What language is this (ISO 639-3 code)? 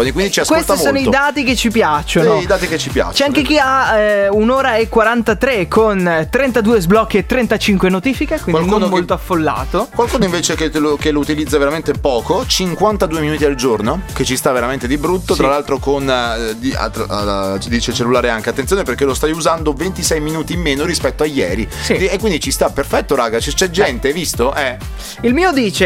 ita